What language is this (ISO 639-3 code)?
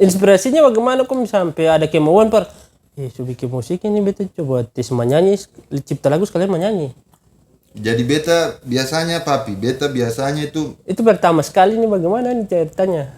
abs